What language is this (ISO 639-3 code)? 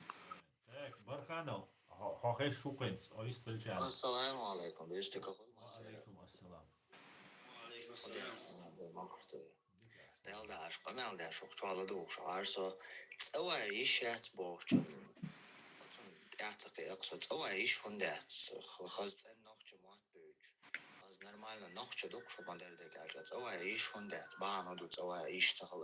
che